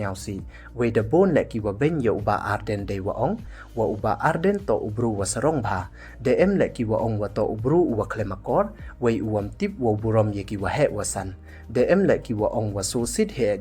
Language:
Pnar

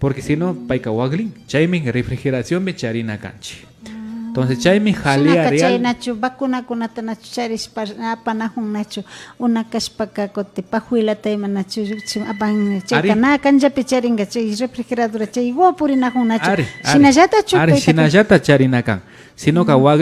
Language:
Imbabura Highland Quichua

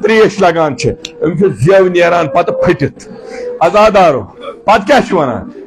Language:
Kashmiri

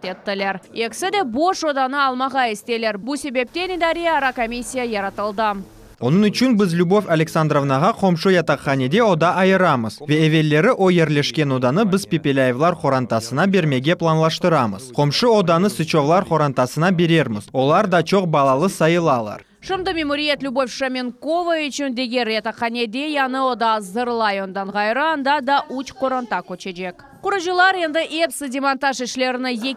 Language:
Crimean Tatar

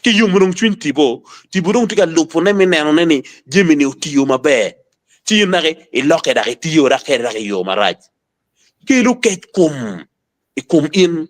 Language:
Acoli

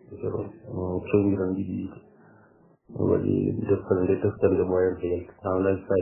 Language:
Fula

